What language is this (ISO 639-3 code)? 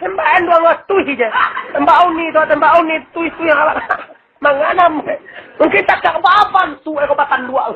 min